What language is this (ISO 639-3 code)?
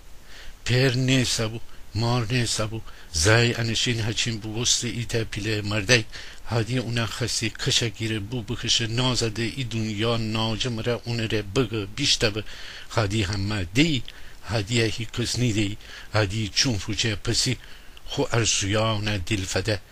glk